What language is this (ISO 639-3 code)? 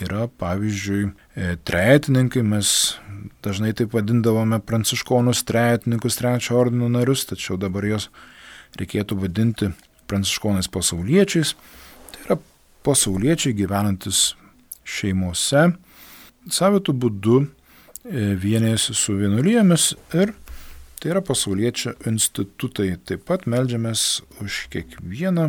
lit